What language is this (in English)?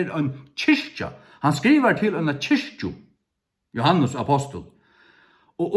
Faroese